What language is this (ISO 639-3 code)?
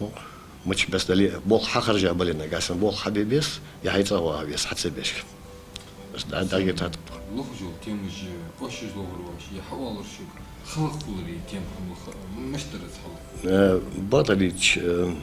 inh